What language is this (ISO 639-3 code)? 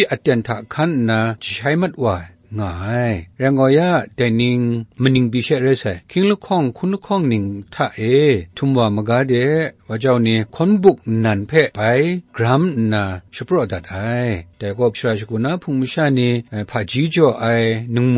kac